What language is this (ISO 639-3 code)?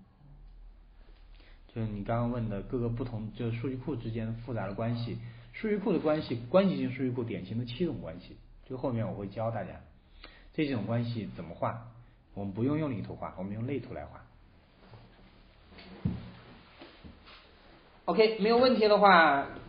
zho